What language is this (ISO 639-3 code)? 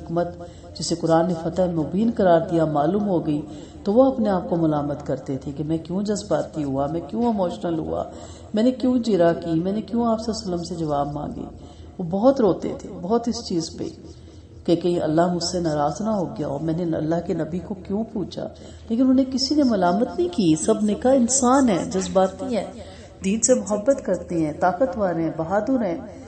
urd